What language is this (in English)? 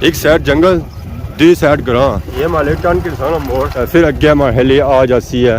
Pahari-Potwari